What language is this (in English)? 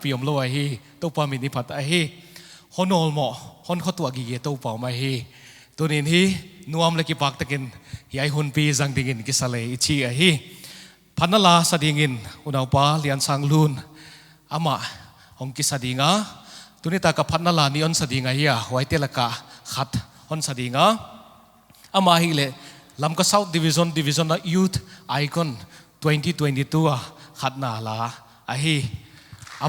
Paite Chin